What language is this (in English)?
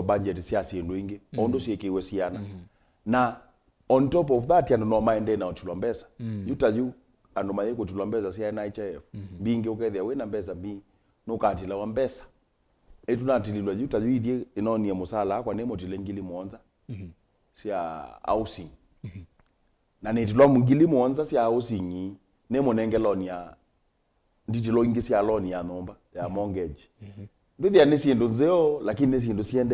Kamba